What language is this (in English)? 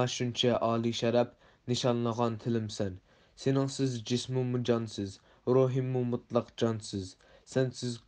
Uyghur